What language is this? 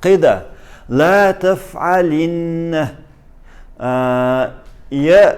Chechen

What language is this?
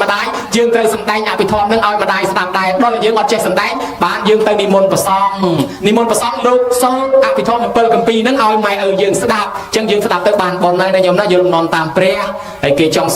Khmer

